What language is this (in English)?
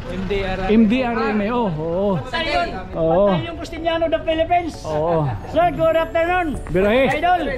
Waray